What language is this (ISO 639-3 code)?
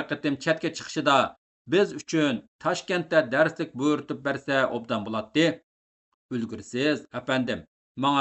uig